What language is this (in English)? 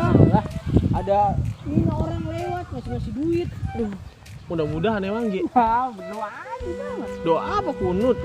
Betawi